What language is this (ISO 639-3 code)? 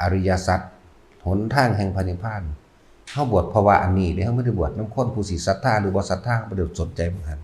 tts